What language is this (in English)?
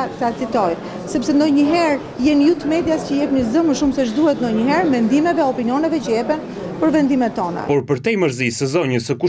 Albanian